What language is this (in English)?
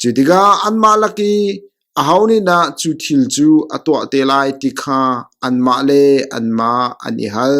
Hakha Chin